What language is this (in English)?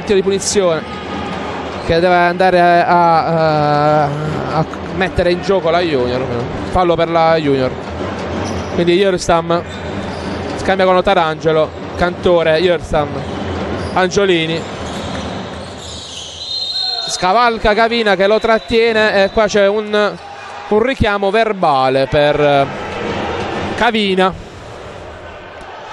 Italian